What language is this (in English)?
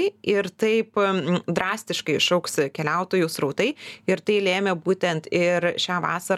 Lithuanian